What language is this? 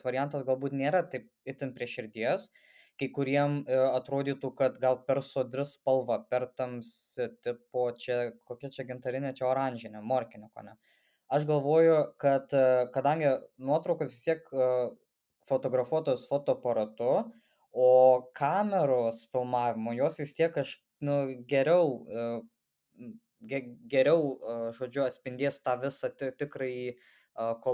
Lithuanian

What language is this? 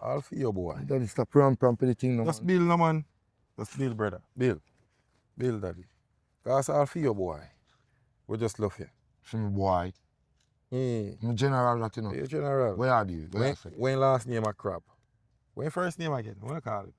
Jamaican Creole English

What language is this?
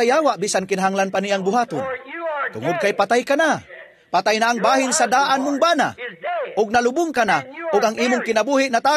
Cebuano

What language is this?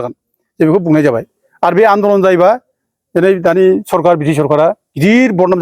Bodo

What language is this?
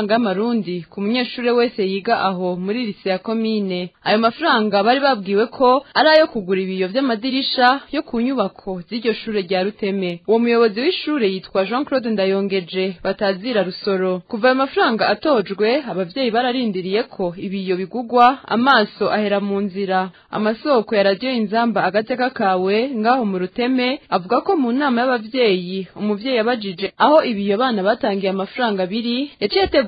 Rundi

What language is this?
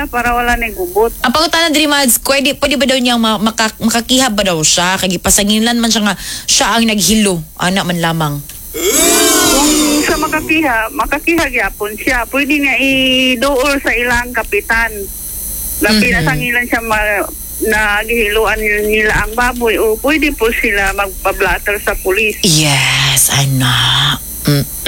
Cebuano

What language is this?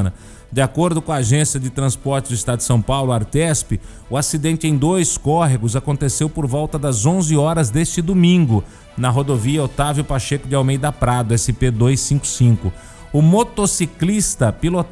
Portuguese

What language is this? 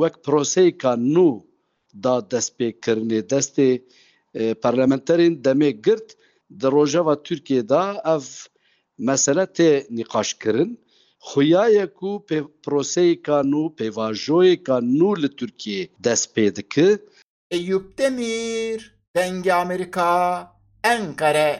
Kurdish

